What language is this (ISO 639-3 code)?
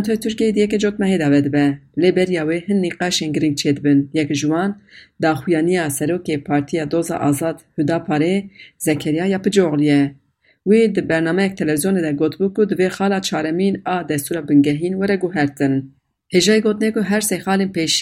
kur